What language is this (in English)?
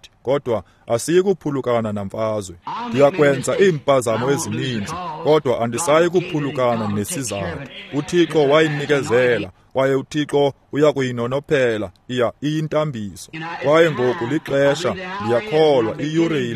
Xhosa